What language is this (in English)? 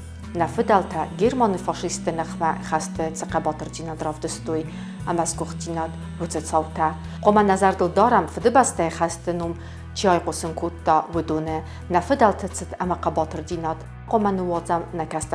Ossetic